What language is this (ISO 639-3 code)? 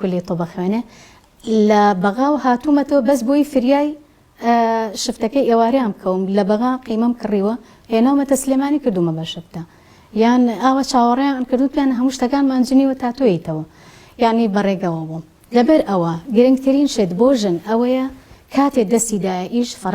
ckb